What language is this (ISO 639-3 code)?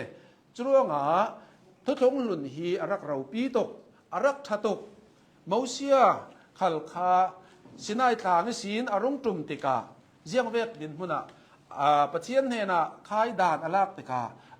cnh